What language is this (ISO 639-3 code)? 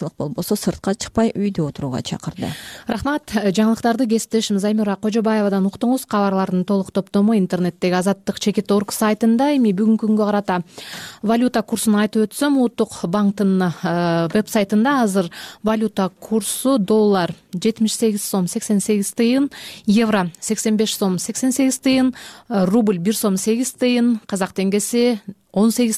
kir